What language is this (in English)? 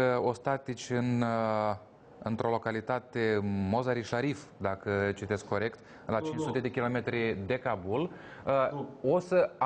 Romanian